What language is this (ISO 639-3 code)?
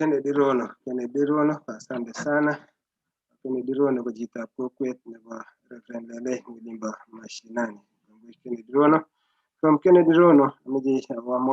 kln